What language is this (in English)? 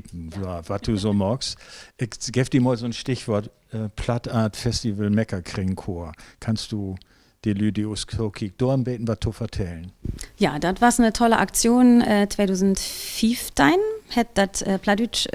Low German